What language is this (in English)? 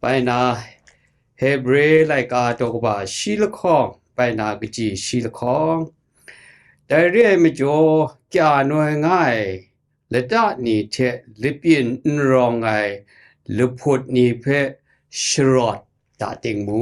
Kachin